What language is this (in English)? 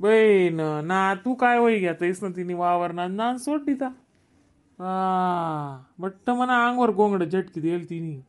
Khandesi